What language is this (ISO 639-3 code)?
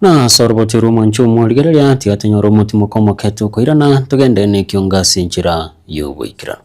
guz